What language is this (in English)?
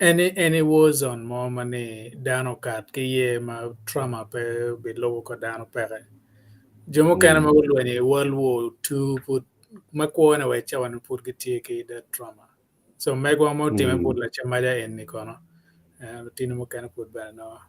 Acoli